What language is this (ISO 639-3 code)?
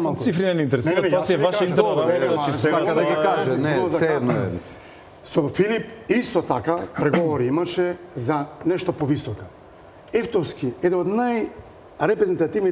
mkd